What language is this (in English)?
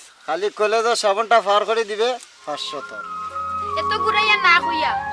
Sylheti